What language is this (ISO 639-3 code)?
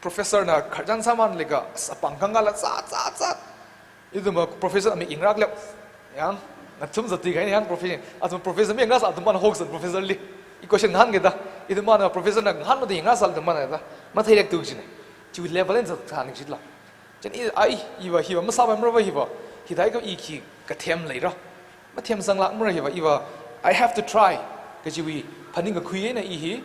nmf